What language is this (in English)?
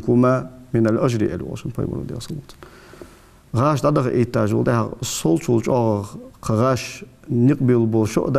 Ingush